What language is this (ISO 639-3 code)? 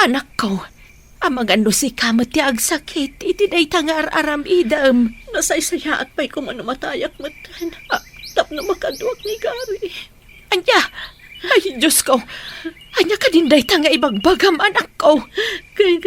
ilo